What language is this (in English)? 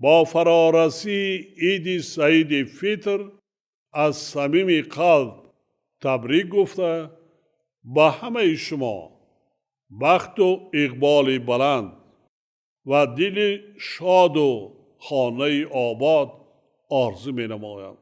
Tajik